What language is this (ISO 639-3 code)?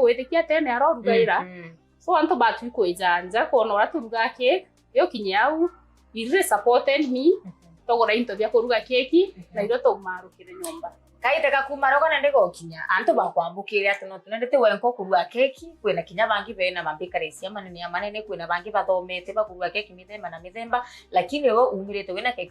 mer